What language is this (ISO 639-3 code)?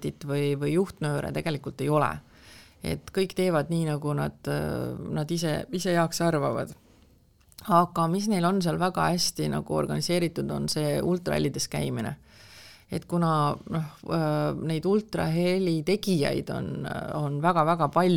est